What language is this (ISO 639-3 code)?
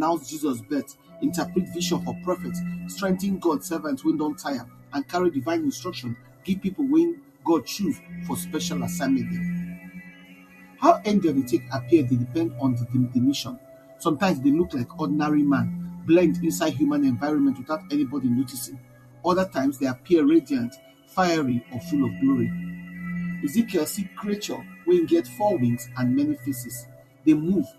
pcm